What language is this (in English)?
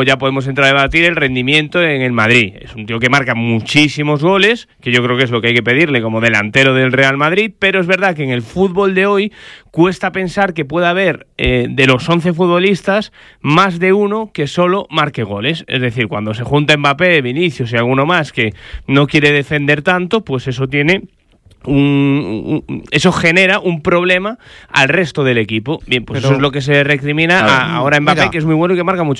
Spanish